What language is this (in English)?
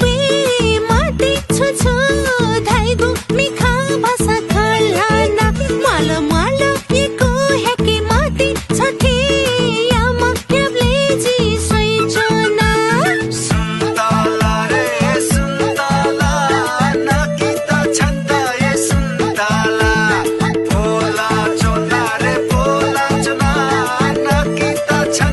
Newari